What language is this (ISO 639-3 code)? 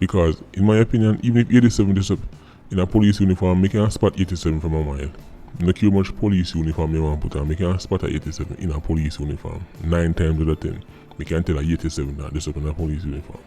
jam